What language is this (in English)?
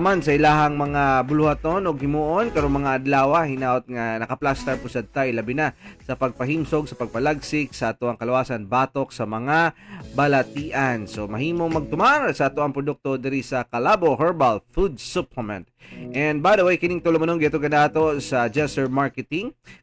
Cebuano